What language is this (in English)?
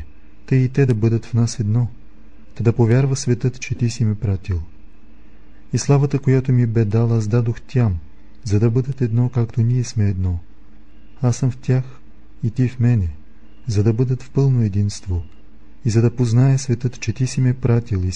Bulgarian